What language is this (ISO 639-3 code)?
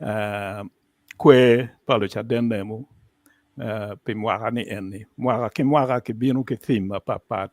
ach